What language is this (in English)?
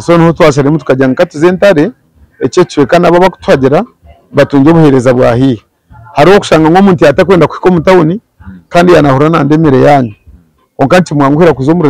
Nyankole